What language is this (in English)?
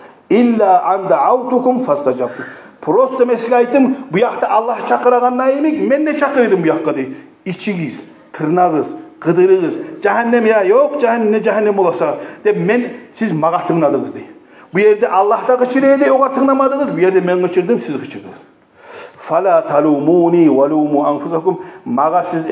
Kumyk